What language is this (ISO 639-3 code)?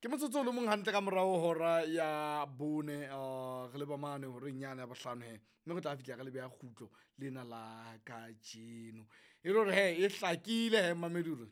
sot